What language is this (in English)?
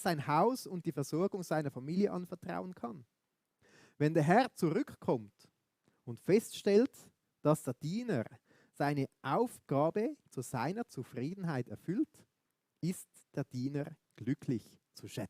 Swiss German